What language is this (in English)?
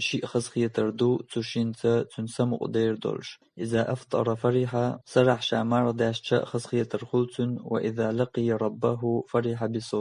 Chechen